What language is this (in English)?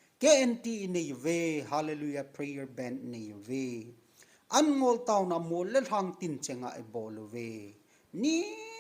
Thado Chin